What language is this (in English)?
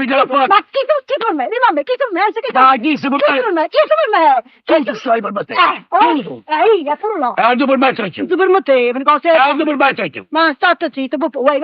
Neapolitan